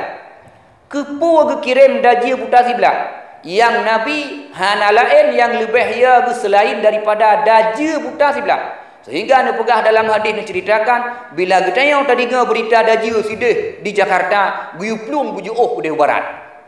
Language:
Achinese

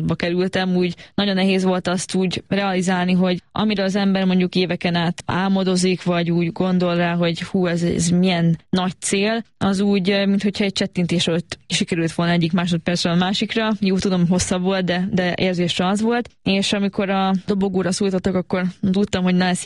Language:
Hungarian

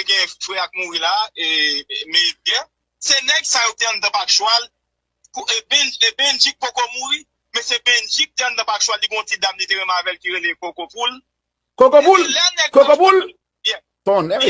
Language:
Haitian Creole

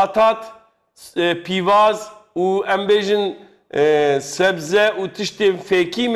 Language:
Kurdish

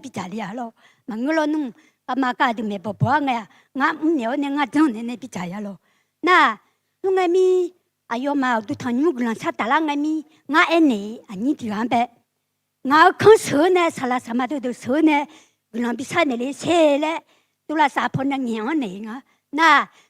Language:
Akha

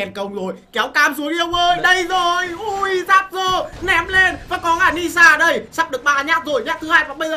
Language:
Vietnamese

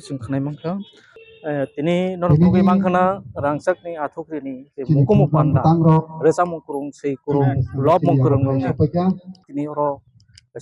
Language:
Kok Borok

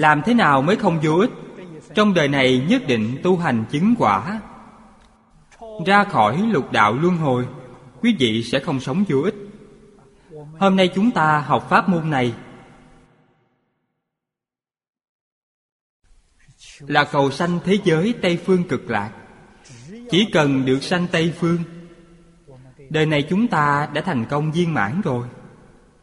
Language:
Vietnamese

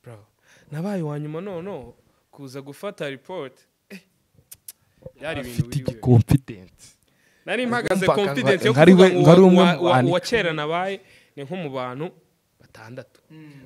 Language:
Kinyarwanda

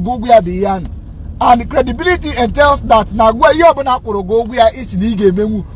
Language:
Igbo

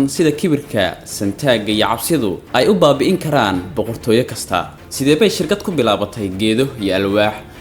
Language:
Somali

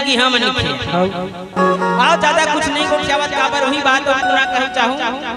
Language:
Chhattisgarhi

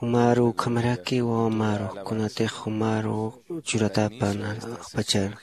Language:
Aymara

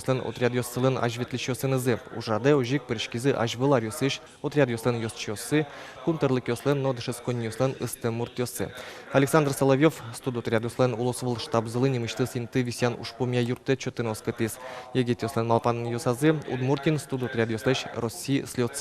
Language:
Udmurt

